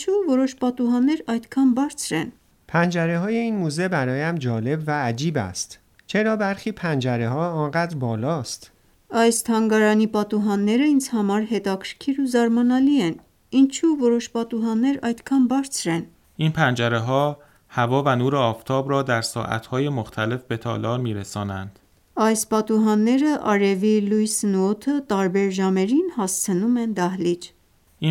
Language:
Armenian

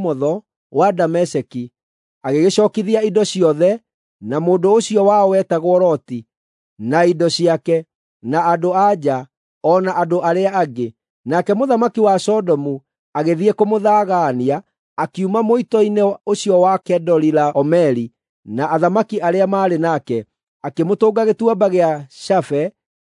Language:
Kikuyu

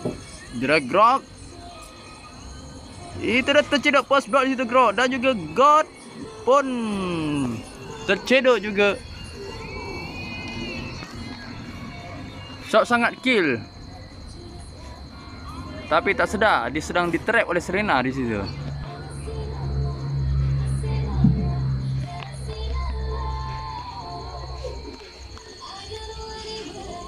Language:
Malay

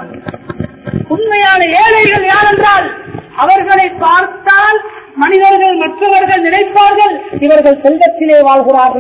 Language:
Tamil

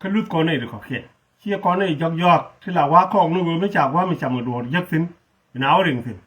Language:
Nuer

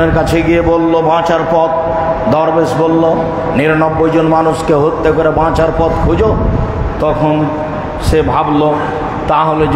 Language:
Bangla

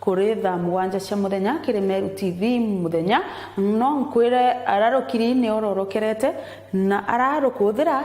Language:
Meru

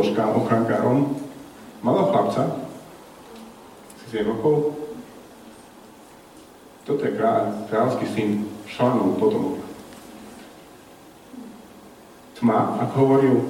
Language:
Slovak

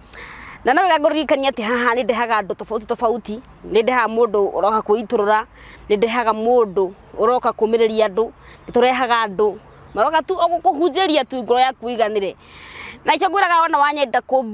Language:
Kikuyu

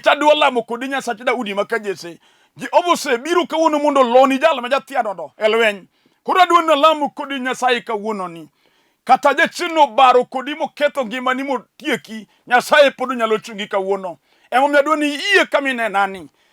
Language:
Luo (Kenya and Tanzania)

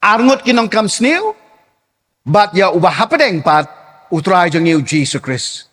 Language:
Khasi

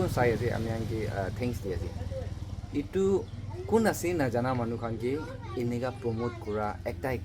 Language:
Naga Pidgin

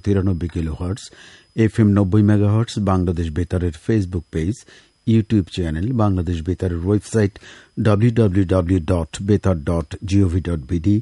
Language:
Bangla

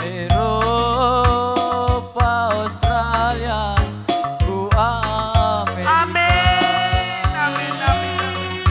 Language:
Batak Karo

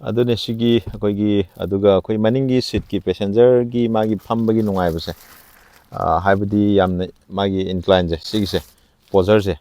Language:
Manipuri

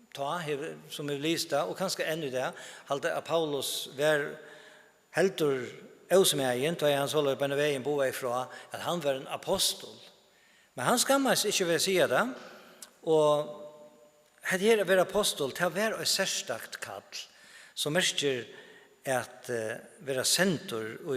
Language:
Faroese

